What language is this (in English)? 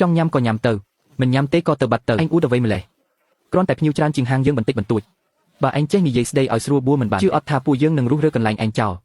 Khmer